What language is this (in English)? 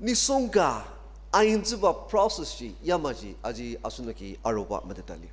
Ao Naga